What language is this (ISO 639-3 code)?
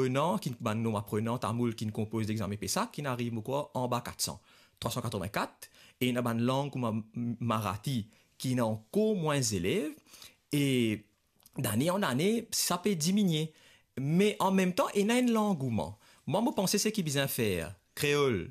mfe